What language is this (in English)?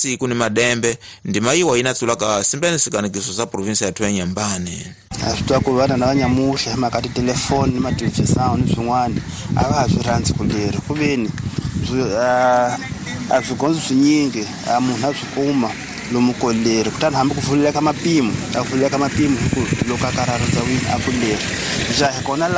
Tsonga